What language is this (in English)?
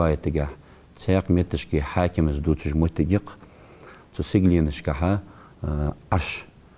Ingush